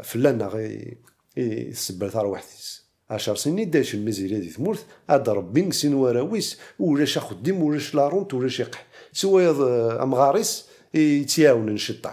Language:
Kabyle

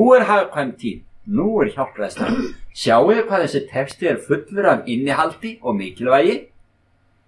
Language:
Icelandic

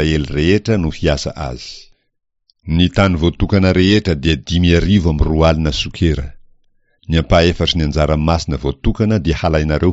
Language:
Malagasy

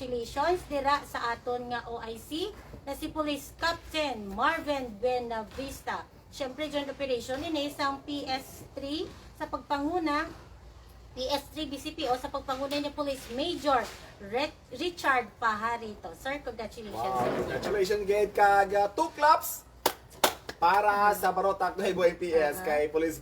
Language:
Hiligaynon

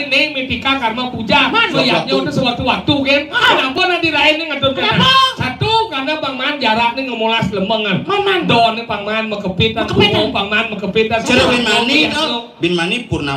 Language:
Balinese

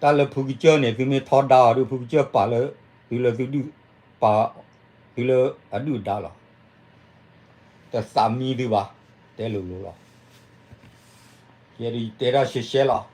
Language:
S'gaw Karen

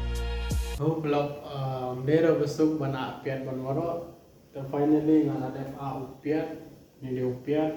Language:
Khasi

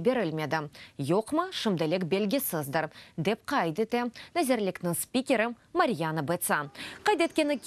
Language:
Crimean Tatar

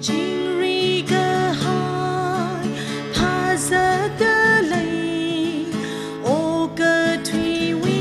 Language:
Tangkhul Naga (India)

